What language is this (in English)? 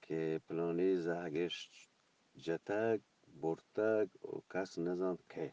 Eastern Balochi